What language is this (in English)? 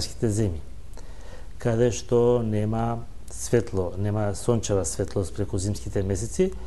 Macedonian